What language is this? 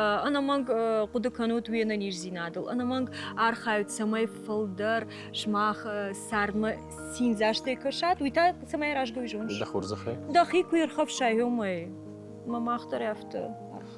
Ossetic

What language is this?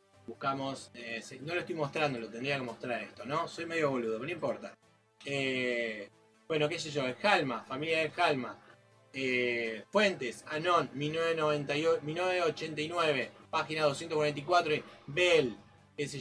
Spanish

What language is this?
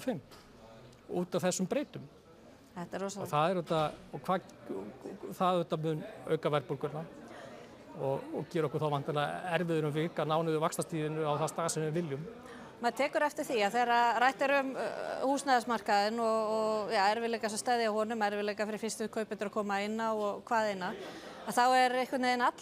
Icelandic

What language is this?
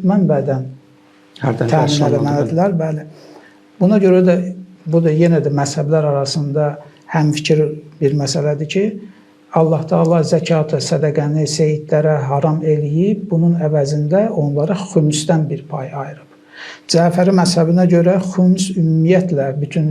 Azerbaijani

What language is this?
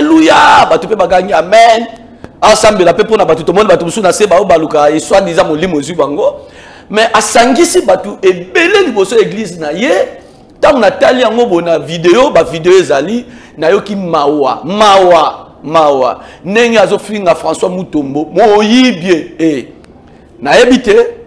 Lingala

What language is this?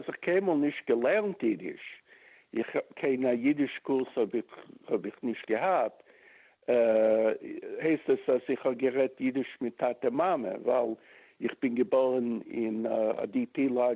Yiddish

